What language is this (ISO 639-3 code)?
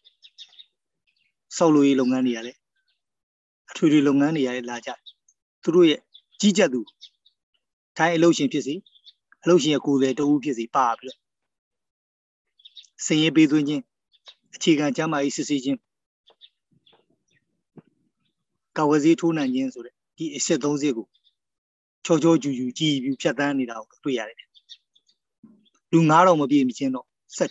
mya